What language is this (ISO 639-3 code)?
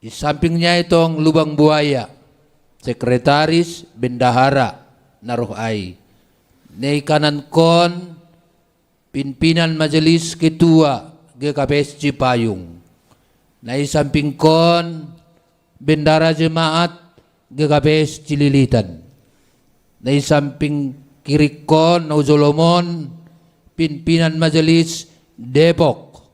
bts